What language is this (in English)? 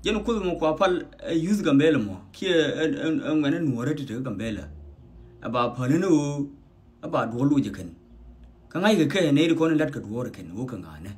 Nuer